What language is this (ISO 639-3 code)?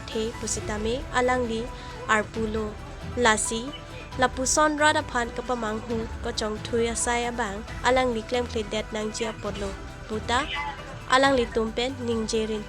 mjw